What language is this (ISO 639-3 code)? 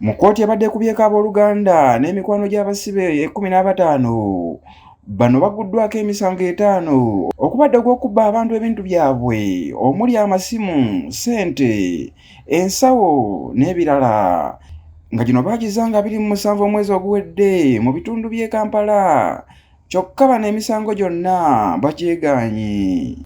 lug